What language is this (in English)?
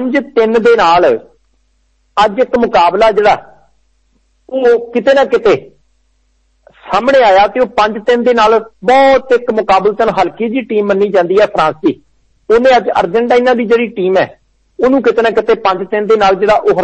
Punjabi